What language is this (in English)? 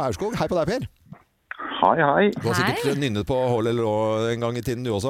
Norwegian